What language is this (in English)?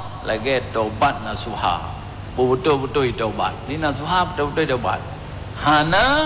Achinese